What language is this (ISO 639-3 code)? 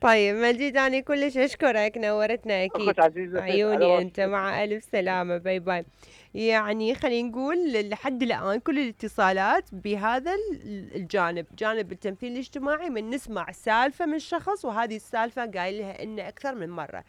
acm